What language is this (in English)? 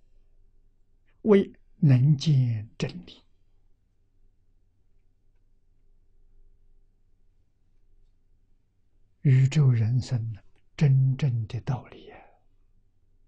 Chinese